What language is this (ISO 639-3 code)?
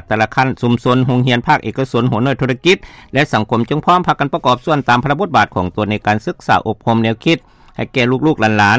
lao